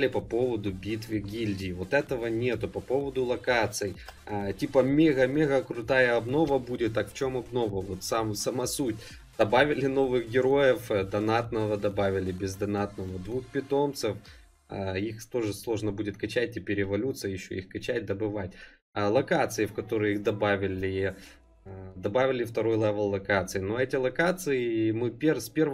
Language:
Russian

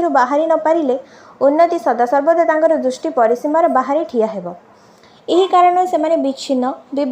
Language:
Odia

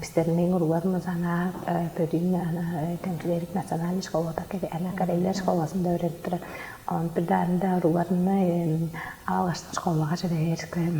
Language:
Tuvinian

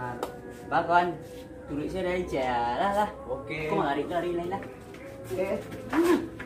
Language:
Minangkabau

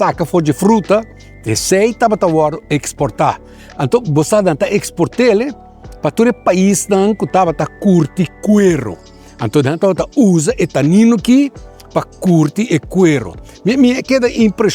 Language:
Papiamento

